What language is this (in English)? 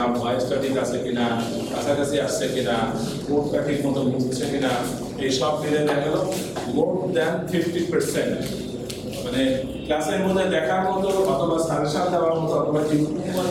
Bangla